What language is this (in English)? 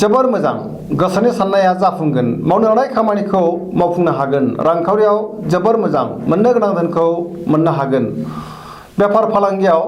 Bodo